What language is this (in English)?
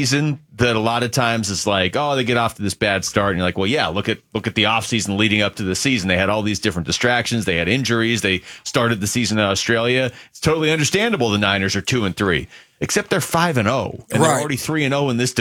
English